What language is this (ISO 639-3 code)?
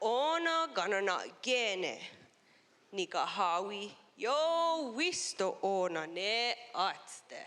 moh